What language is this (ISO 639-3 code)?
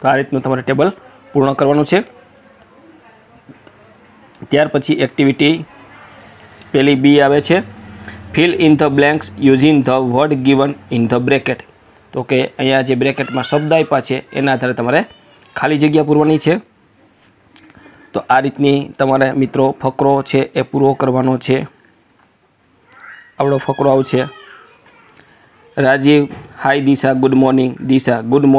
guj